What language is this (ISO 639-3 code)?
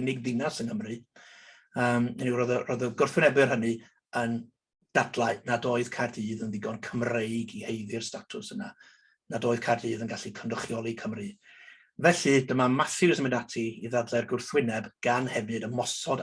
cym